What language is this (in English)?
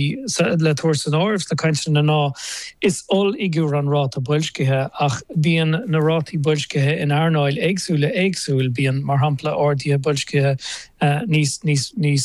Irish